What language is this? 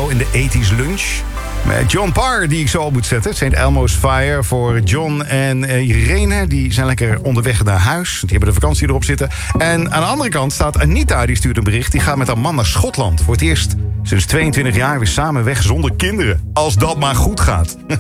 Dutch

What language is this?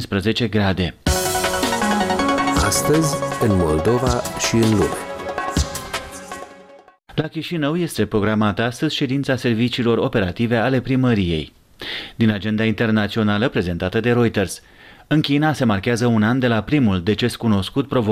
Romanian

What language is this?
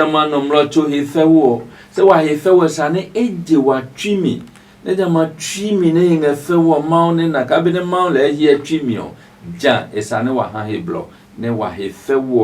Adangme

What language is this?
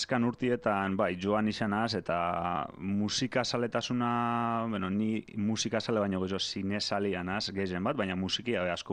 Basque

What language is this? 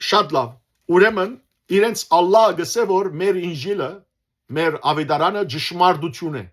Western Armenian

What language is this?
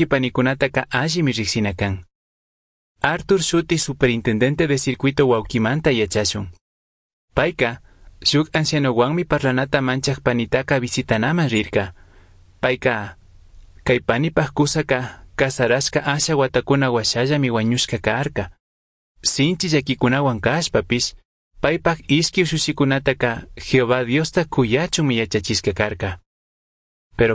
Chimborazo Highland Quichua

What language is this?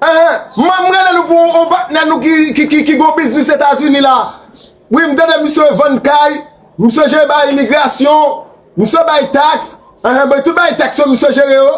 Haitian Creole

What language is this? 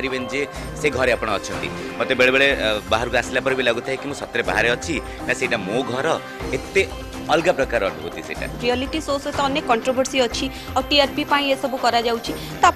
Odia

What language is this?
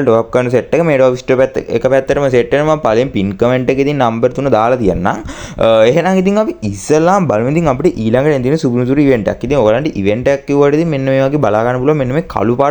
Sinhala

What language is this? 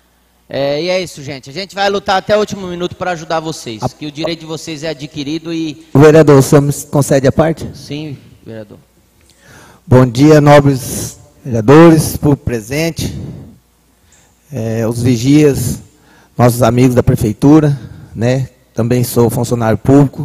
Portuguese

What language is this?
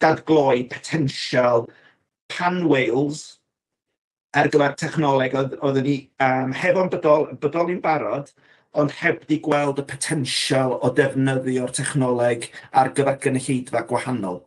Welsh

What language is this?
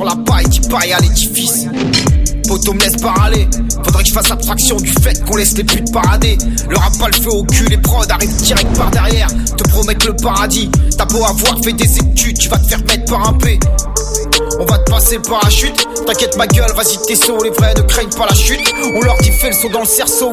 French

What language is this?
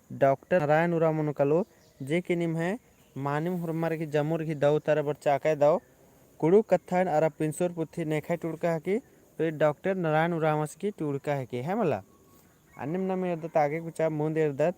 Kurukh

